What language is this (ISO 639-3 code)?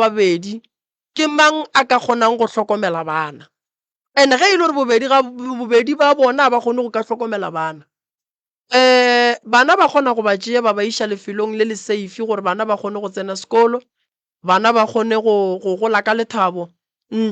nso